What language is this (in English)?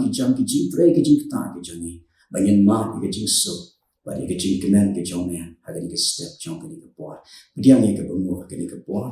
Khasi